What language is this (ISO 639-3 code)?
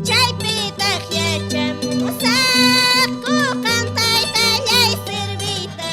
que